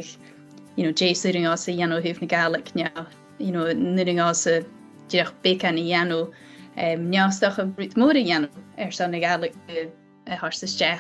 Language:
Scottish Gaelic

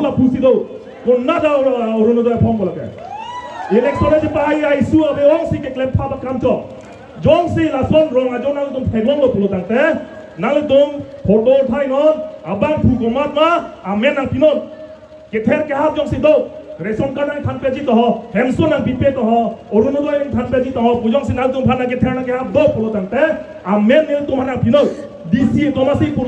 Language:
Karbi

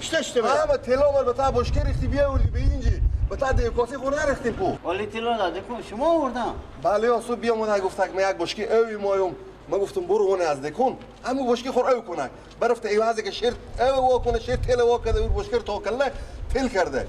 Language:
Persian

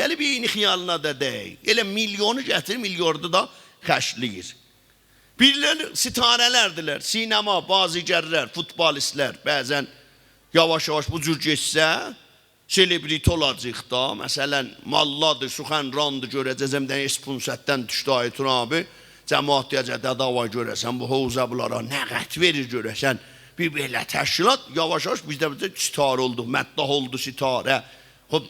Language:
South Azerbaijani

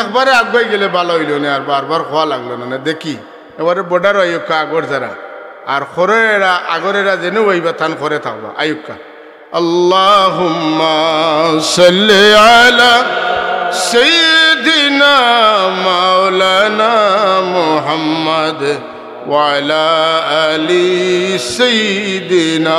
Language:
Sylheti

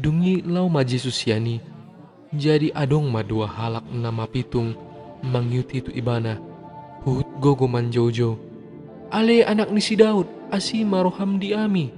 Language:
Batak Toba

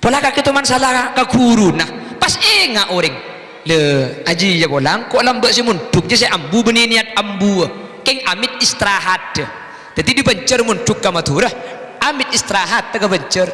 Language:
Madurese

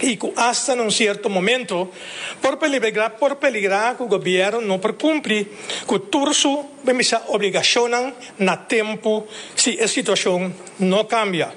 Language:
Papiamento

